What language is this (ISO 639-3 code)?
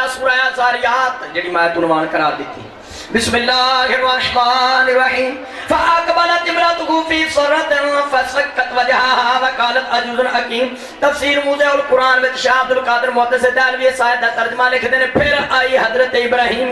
urd